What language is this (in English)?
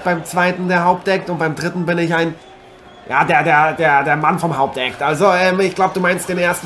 German